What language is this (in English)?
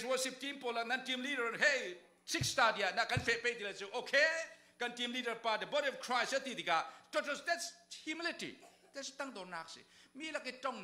Falam Chin